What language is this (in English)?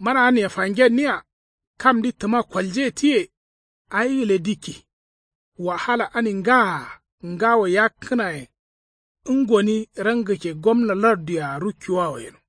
Kanuri